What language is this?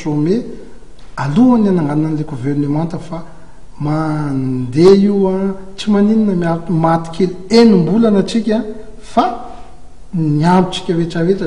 Malagasy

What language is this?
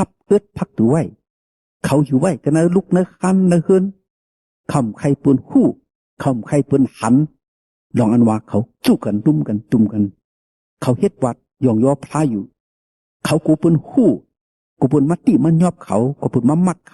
Shan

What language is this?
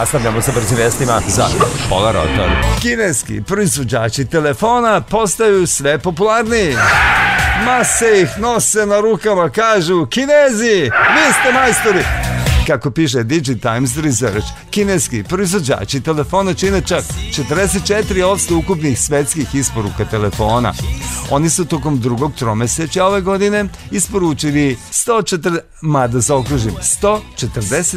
Serbian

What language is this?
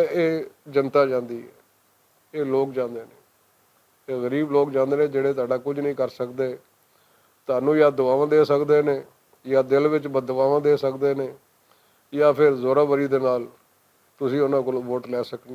Western Panjabi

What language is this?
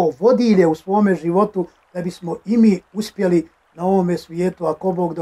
Bosnian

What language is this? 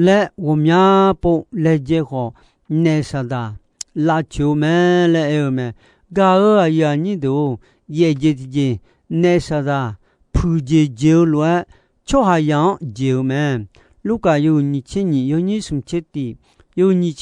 Akha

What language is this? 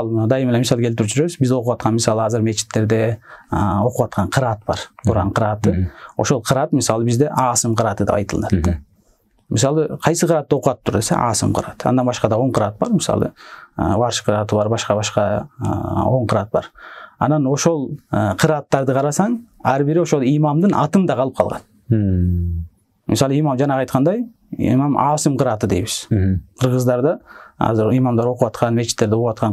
Kyrgyz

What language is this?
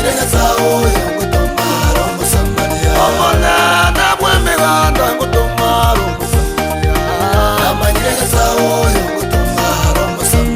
Gusii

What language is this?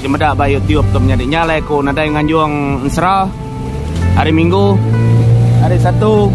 Iban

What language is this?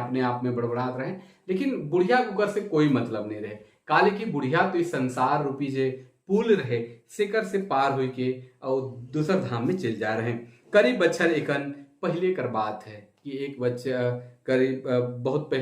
Sadri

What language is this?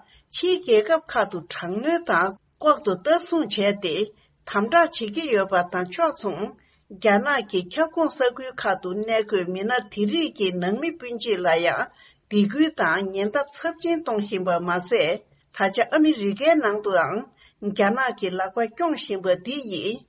Tibetan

